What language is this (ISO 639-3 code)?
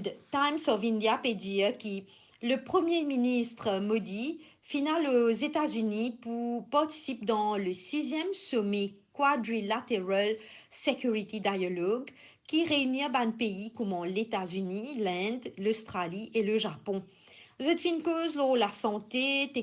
mfe